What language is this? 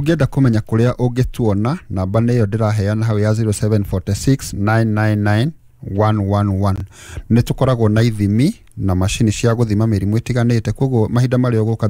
Kikuyu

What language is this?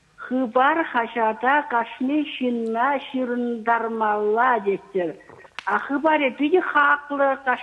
Chuvash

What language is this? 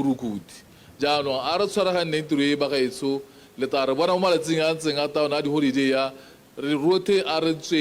Tswana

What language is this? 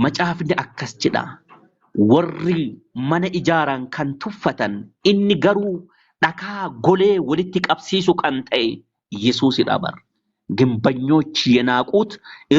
Oromo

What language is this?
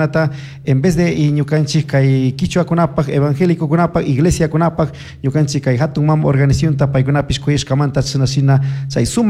Chimborazo Highland Quichua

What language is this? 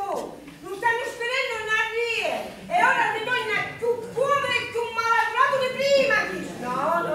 Sicilian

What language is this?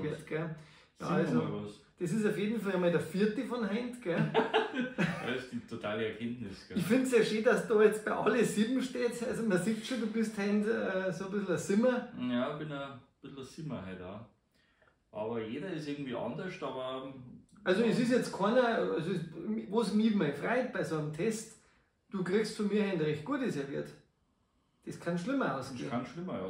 Bavarian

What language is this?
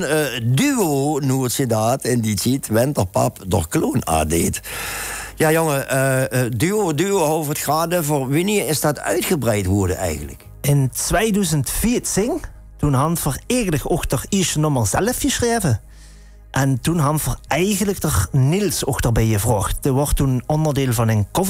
Limburgish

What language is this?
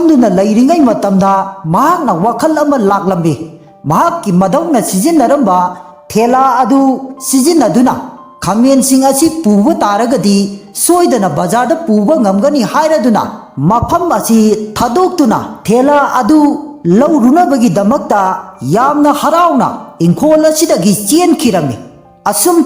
Manipuri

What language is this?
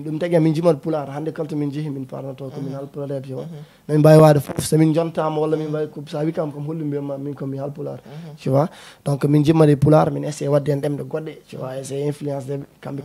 Fula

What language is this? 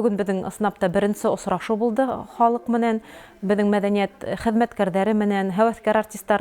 Bashkir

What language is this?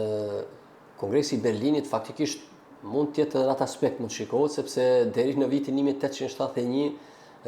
Albanian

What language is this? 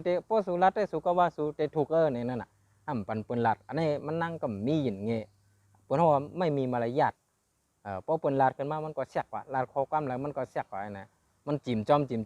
Shan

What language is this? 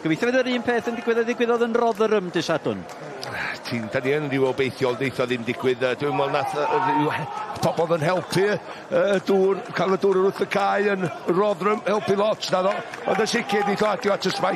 Welsh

